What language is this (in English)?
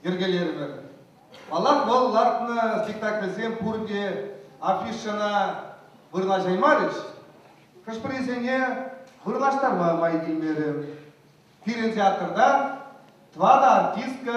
Chuvash